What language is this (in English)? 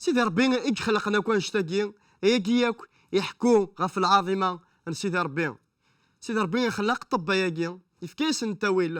Kabyle